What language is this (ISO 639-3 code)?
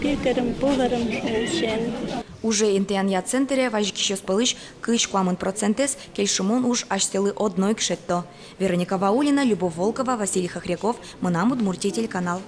udm